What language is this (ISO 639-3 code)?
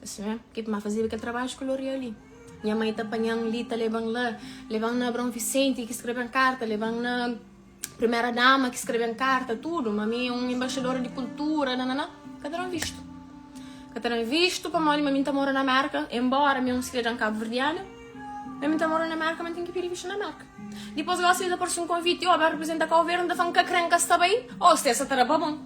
kea